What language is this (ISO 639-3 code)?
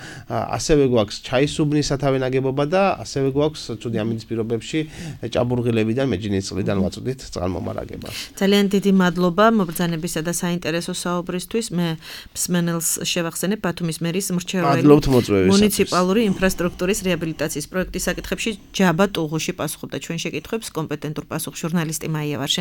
kat